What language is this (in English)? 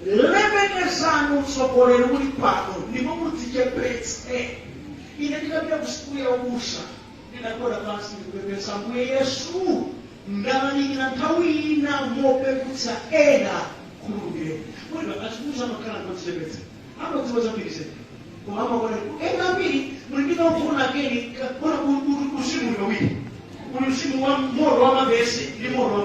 Nyanja